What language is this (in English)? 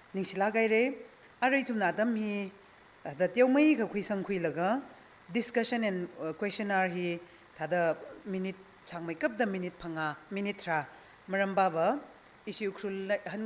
Tangkhul Naga (India)